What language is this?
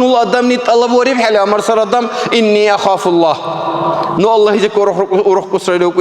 Dargwa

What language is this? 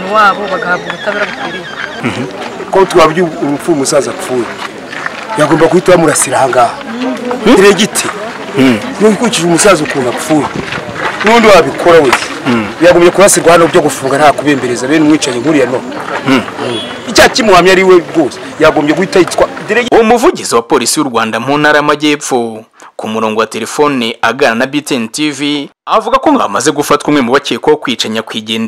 Kinyarwanda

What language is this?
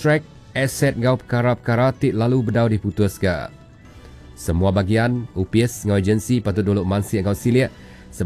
Iban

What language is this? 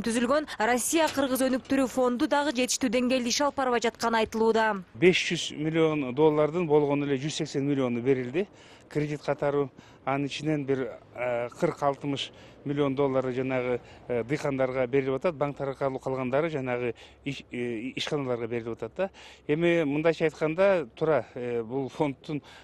Kyrgyz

